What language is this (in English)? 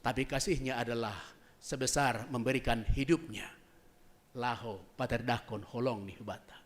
Batak Simalungun